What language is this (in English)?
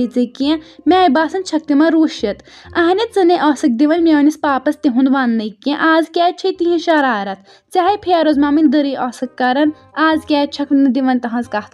Kashmiri